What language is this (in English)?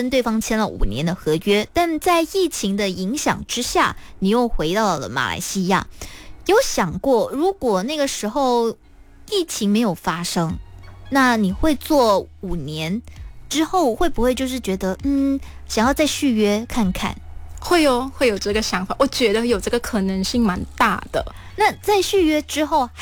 Chinese